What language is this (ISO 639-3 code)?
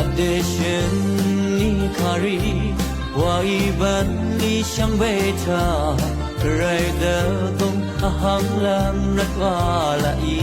raw